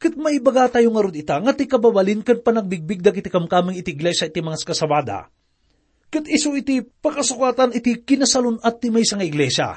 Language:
Iloko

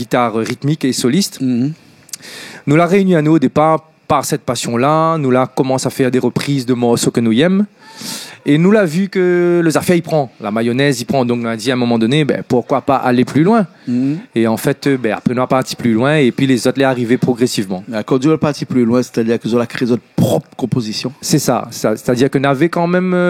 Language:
Réunion Creole French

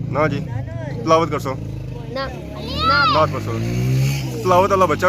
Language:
Pahari-Potwari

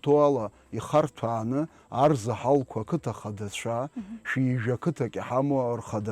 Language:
Abkhazian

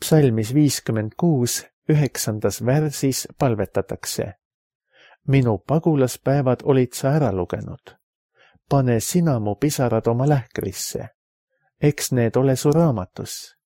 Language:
Estonian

